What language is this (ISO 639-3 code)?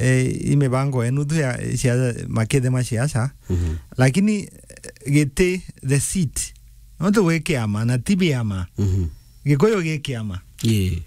mer